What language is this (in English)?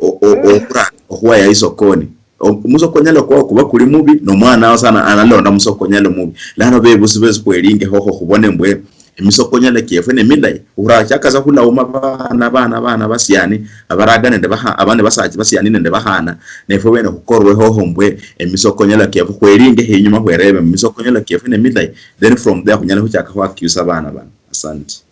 Luyia